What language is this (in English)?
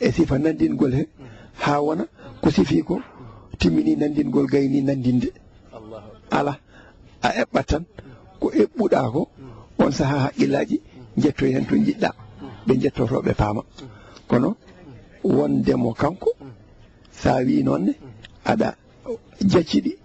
Fula